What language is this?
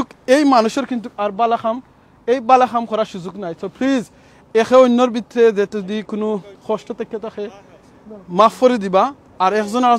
Sylheti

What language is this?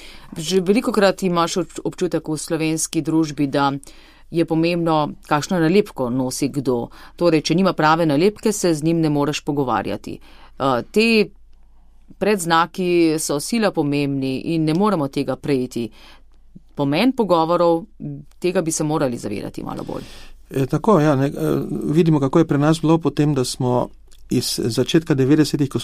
Slovenian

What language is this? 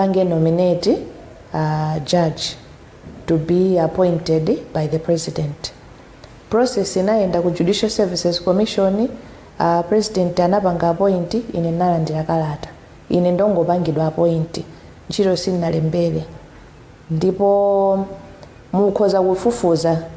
Nyanja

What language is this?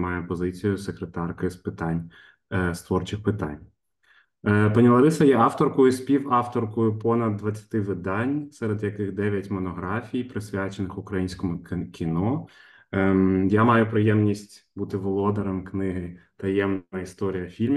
Ukrainian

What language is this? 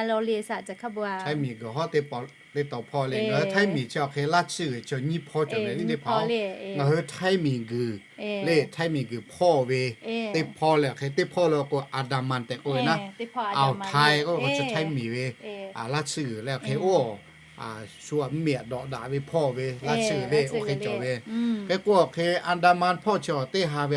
Lahu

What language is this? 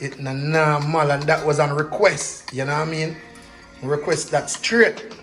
Jamaican Creole English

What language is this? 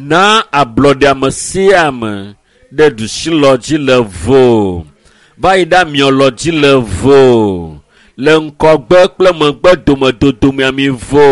Ewe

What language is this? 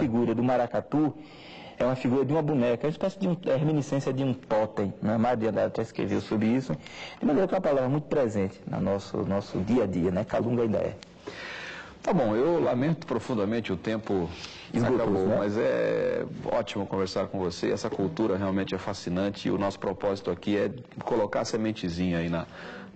Portuguese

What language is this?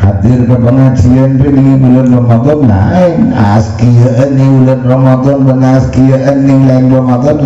Madurese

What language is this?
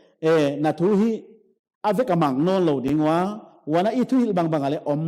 Paite Chin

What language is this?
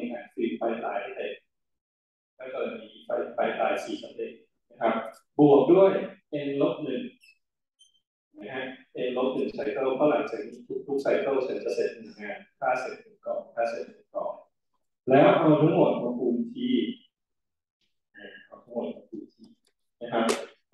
Thai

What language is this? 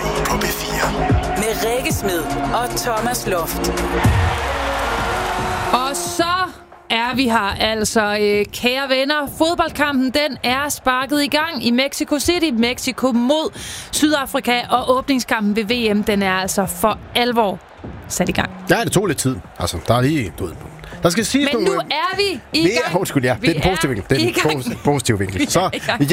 Danish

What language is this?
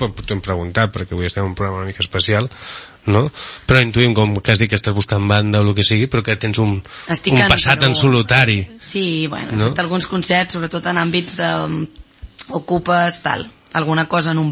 Catalan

